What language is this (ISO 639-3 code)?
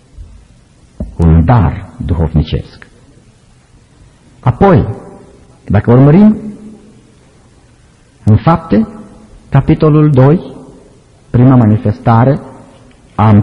ron